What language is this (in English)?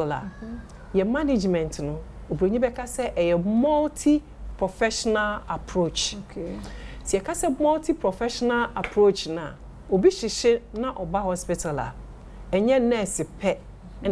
Akan